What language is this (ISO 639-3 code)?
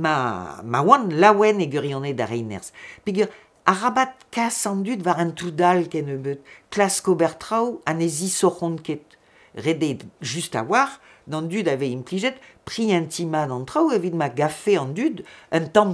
bre